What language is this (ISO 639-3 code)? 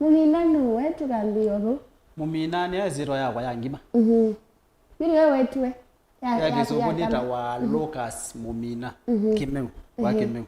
kam